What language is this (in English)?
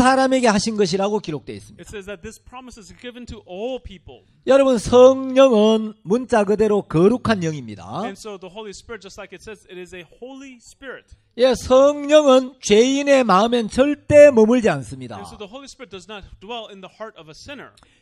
Korean